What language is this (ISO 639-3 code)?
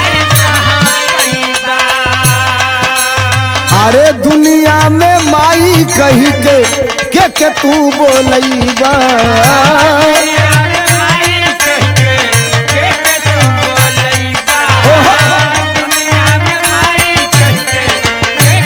bho